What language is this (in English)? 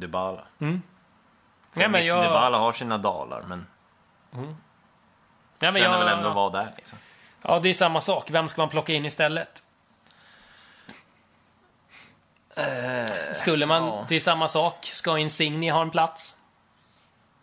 Swedish